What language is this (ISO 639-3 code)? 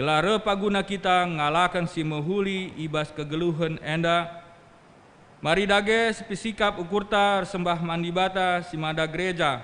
btx